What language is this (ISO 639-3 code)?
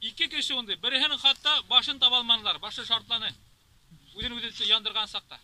bak